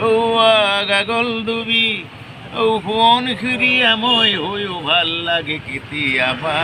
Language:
Assamese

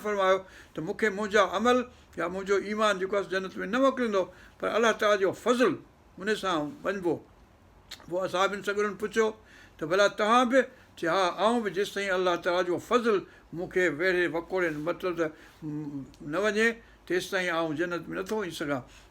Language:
Sindhi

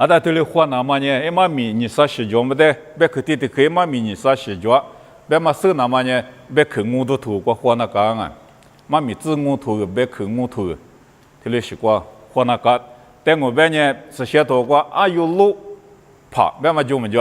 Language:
Lisu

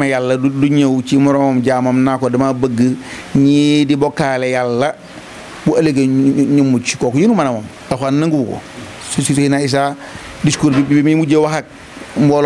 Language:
Wolof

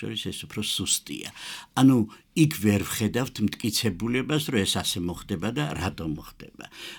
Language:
Georgian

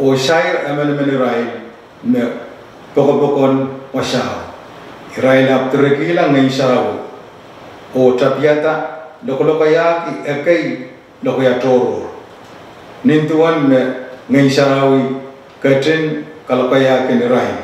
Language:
Pohnpeian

